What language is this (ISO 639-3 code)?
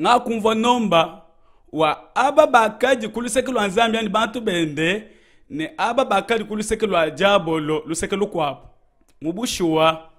lua